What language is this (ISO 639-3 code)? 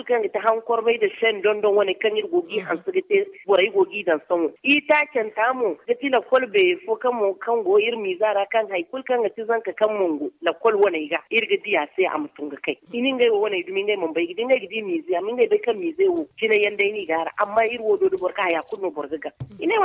dje